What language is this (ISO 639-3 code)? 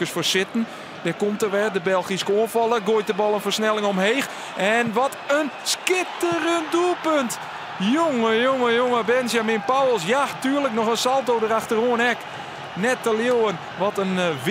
fry